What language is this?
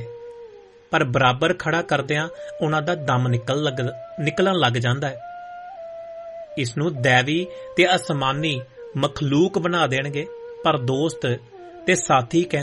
Punjabi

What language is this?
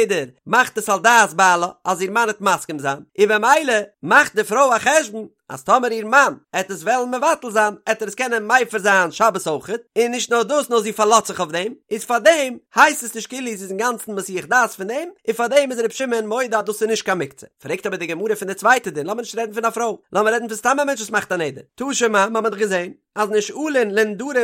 Yiddish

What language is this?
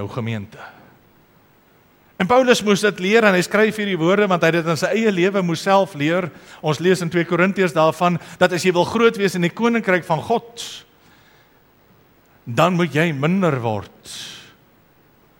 Afrikaans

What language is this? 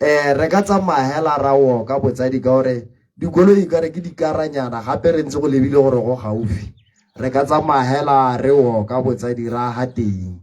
Tswana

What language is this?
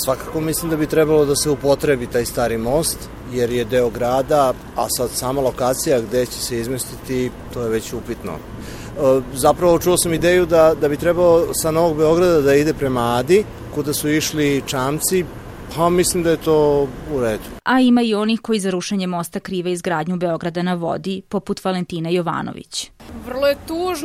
Serbian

